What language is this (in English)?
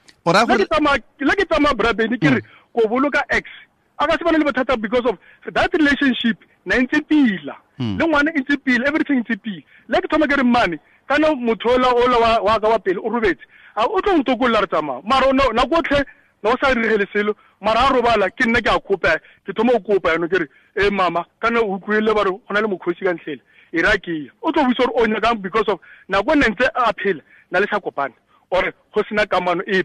Tswana